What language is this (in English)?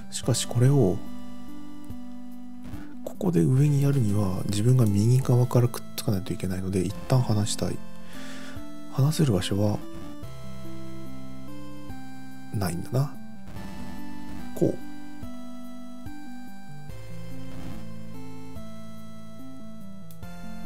Japanese